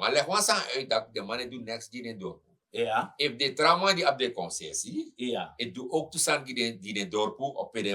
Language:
Sranan Tongo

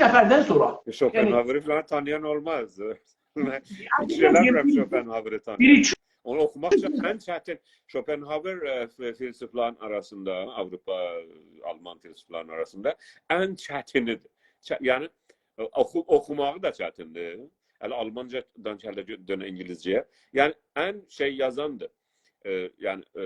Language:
South Azerbaijani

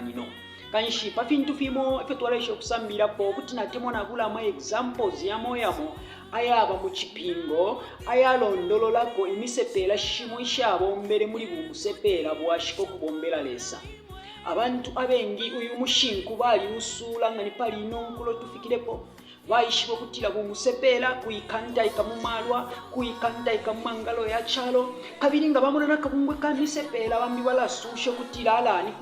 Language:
Bemba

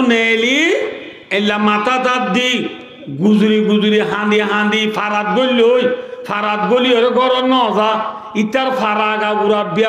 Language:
Rohingya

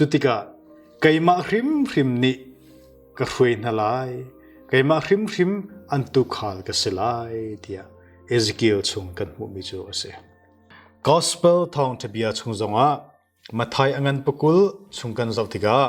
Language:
Hakha Chin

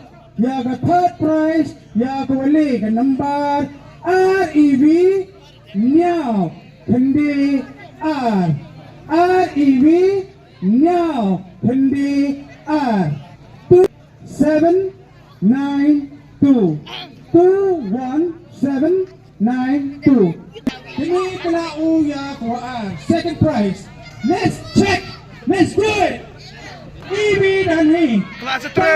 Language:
Khasi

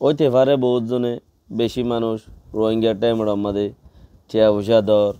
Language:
Rohingya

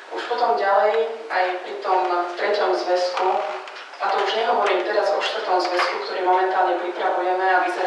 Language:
Slovak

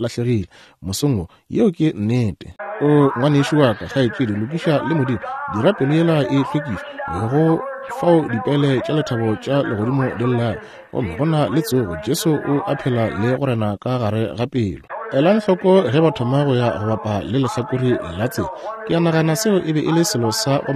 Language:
Northern Sotho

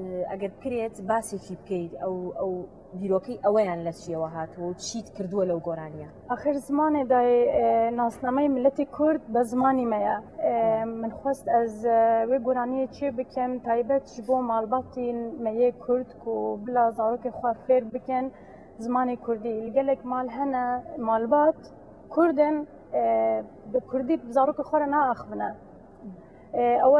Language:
Kurdish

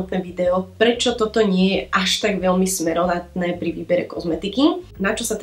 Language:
Slovak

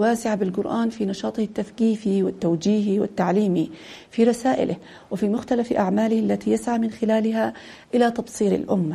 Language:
Arabic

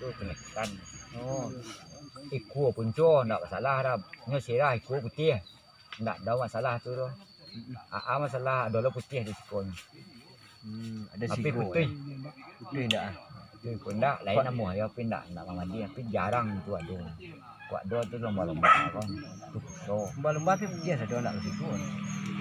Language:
Minangkabau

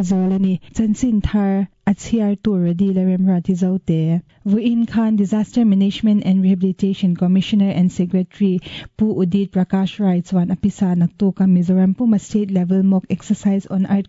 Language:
Mizo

